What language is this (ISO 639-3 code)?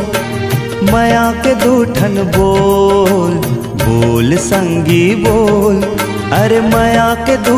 hne